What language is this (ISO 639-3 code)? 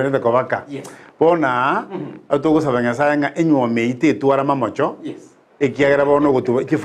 guz